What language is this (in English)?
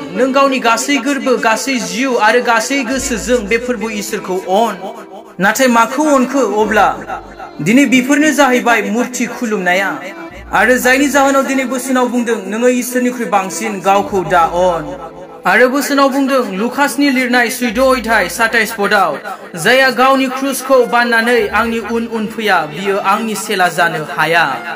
Bodo